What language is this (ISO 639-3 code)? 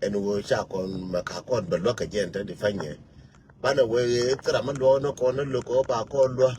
nus